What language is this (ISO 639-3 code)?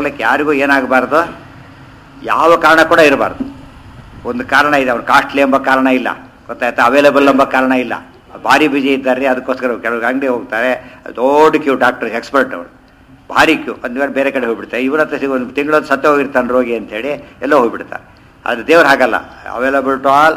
kan